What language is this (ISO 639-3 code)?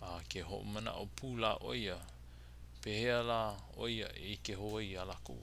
haw